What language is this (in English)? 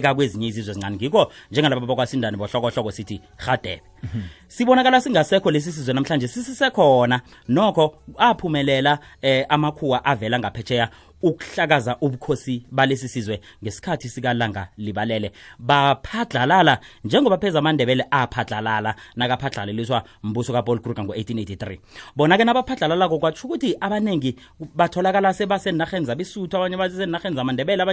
South Ndebele